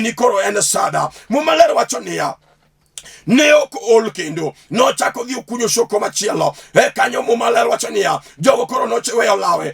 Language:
Luo (Kenya and Tanzania)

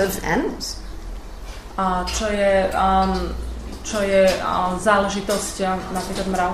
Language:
Slovak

